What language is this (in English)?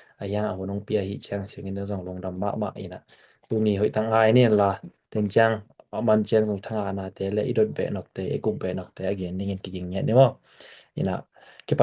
Tedim Chin